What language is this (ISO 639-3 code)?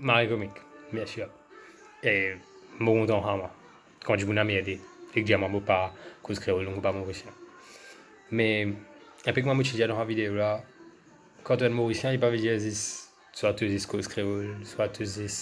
mfe